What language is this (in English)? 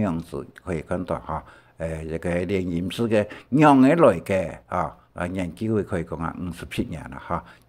Hakka Chinese